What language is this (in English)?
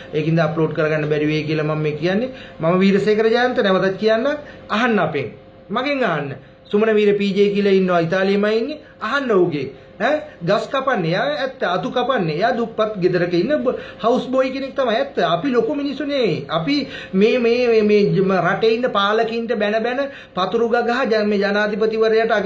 Sinhala